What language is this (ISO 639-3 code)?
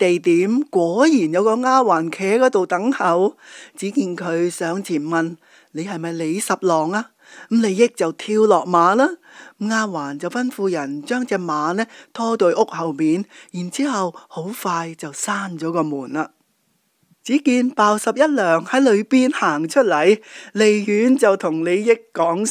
yue